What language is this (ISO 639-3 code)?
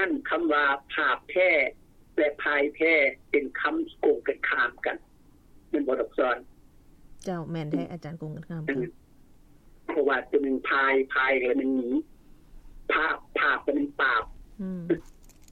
lao